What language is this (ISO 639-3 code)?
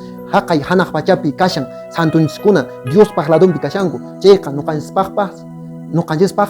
que